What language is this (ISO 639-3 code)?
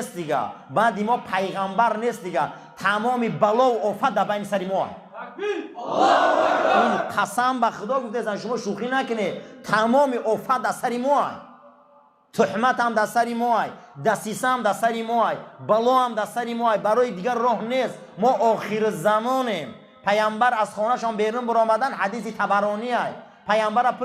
tgk